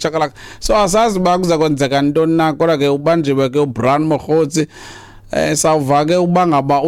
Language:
Xhosa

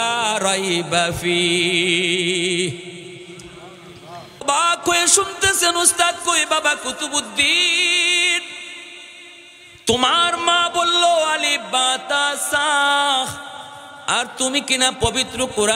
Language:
Bangla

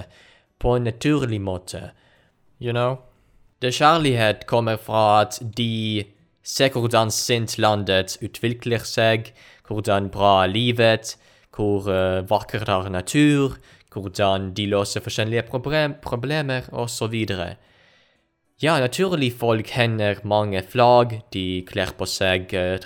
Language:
Norwegian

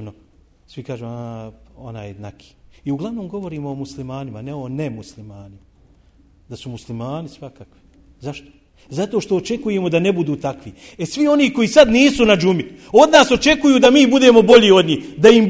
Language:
Bosnian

